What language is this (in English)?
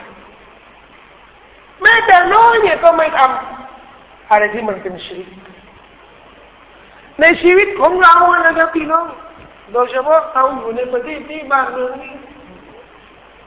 Thai